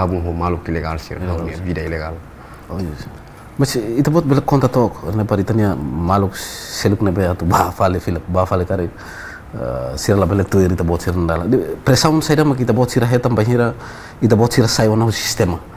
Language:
Tetum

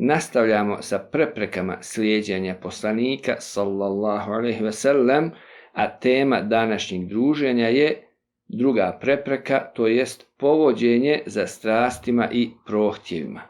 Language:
Bosnian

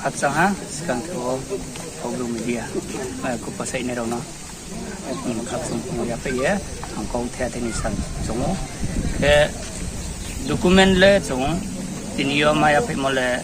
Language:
Riang (India)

